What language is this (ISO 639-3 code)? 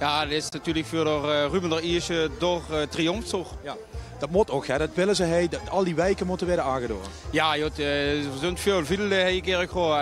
lim